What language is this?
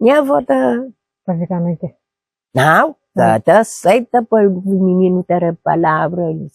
Kabuverdianu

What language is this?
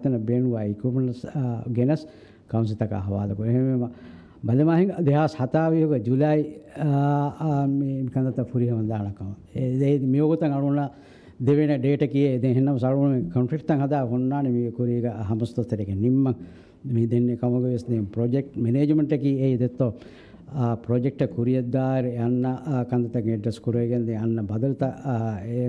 Divehi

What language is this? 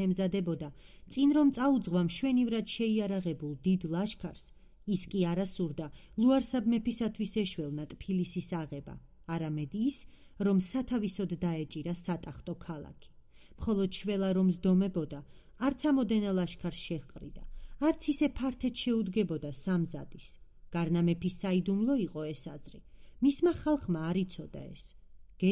Georgian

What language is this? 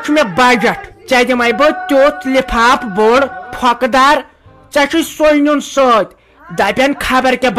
Kashmiri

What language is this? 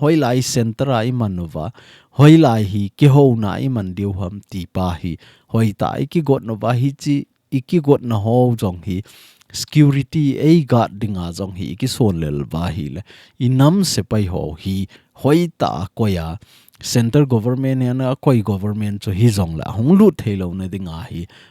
Thado Chin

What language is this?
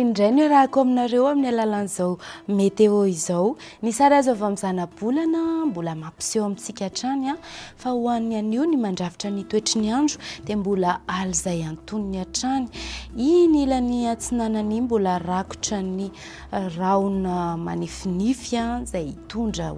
Malagasy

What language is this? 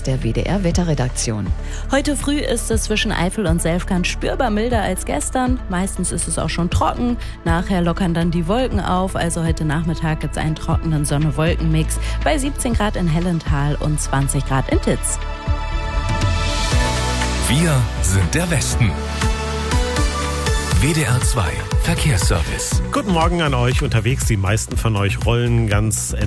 German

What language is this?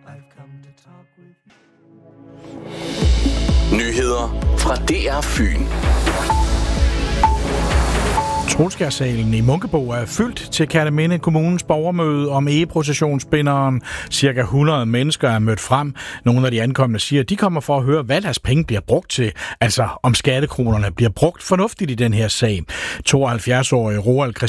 Danish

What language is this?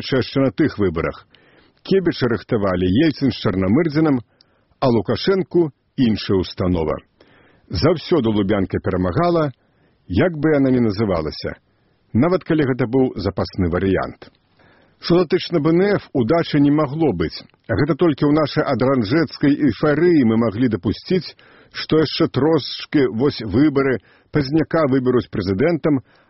Belarusian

